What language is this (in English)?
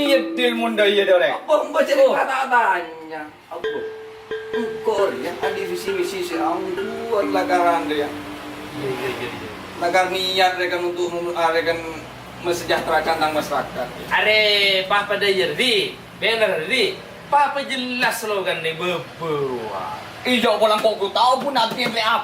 Madurese